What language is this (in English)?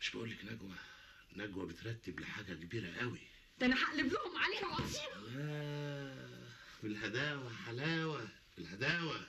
Egyptian Arabic